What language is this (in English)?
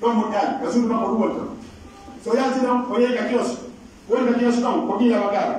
Pular